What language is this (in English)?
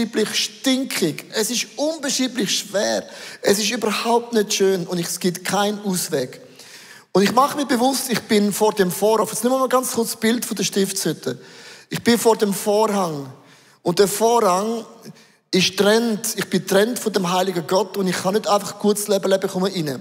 Swiss German